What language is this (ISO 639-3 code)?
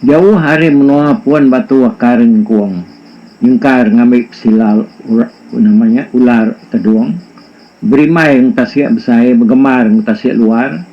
iba